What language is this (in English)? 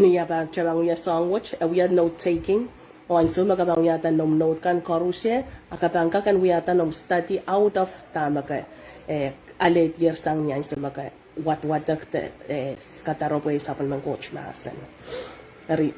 Pohnpeian